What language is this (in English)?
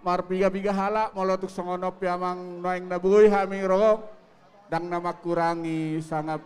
Batak Toba